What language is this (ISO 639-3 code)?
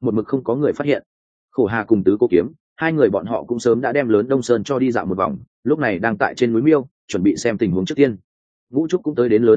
vie